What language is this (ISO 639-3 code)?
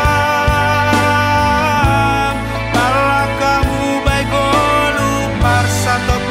bts